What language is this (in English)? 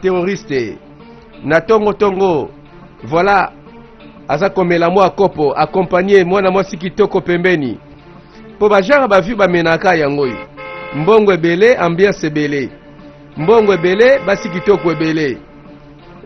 Lingala